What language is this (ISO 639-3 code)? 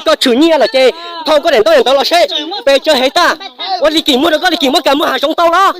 hmn